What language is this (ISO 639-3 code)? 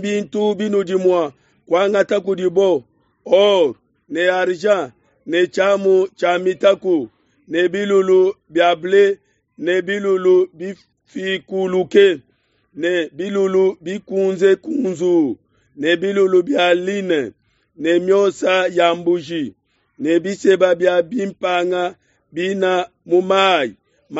lua